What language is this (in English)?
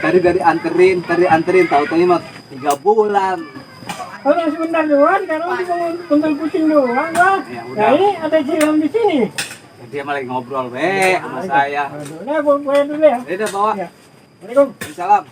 Betawi